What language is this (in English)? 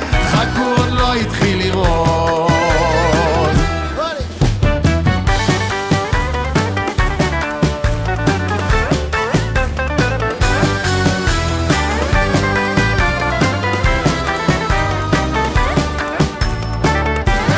Hebrew